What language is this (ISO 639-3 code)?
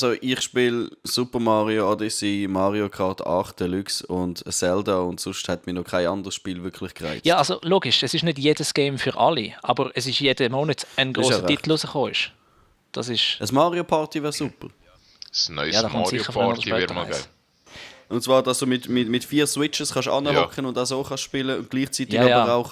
gsw